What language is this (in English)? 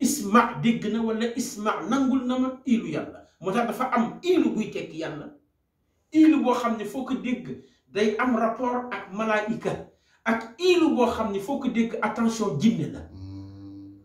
Wolof